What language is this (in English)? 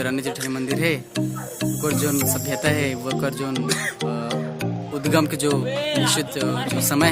Chhattisgarhi